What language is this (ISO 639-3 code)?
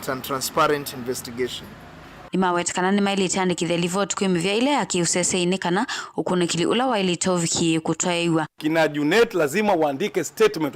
kam